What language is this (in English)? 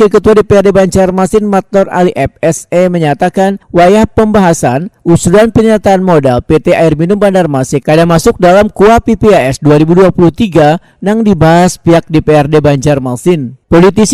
Banjar